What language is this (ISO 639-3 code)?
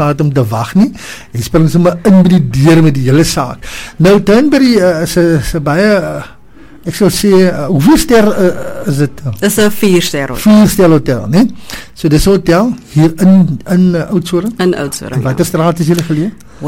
afr